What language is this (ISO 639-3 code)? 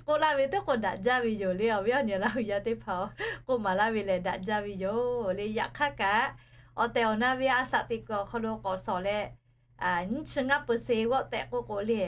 lhu